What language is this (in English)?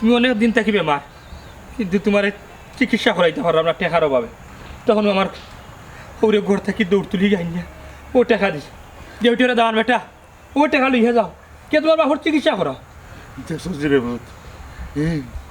Sylheti